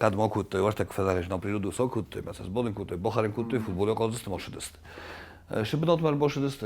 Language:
Ossetic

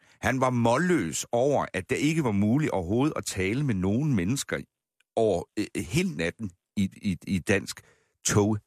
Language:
Danish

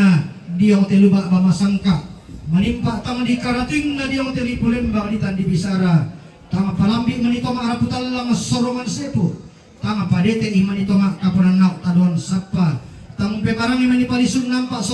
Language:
Toraja-Sa'dan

